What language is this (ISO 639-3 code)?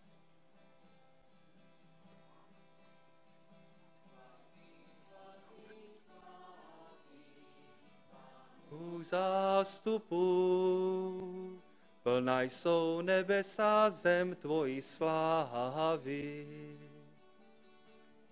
ces